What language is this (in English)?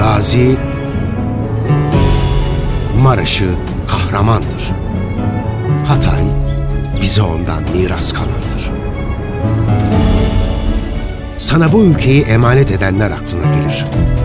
Turkish